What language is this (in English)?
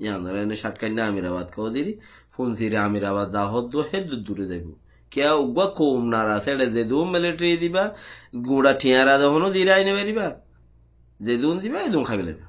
Rohingya